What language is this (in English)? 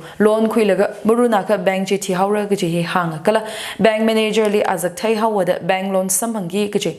Tangkhul Naga (India)